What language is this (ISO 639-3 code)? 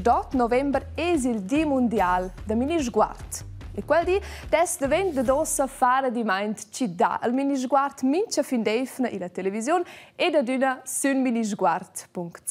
roh